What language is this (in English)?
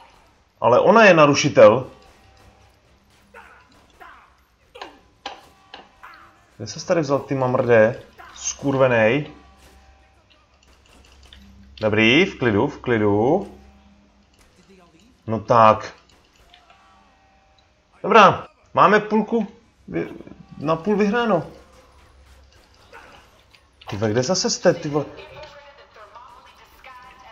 Czech